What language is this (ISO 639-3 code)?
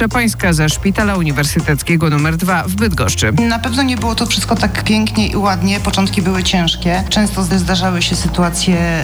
pol